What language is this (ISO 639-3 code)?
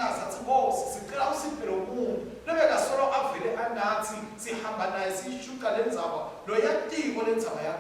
ssw